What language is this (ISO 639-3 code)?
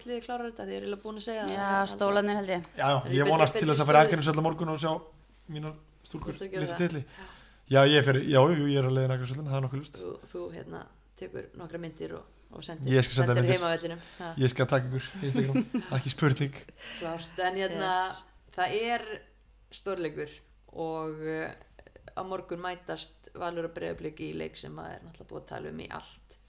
isl